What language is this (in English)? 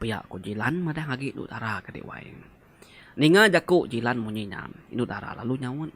Iban